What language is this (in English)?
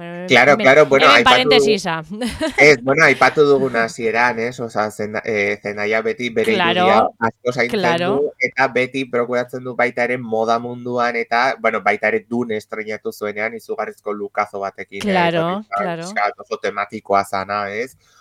Basque